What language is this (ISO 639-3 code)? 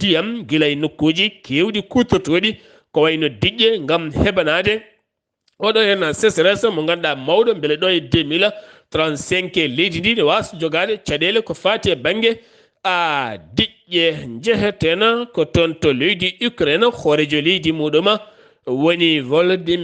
ful